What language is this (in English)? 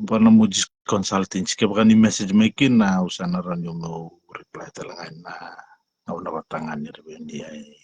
Fijian